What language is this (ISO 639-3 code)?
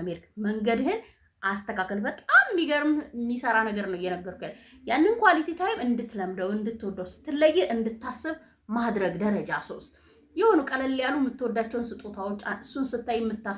amh